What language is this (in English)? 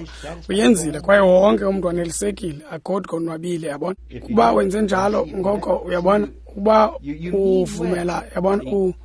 Xhosa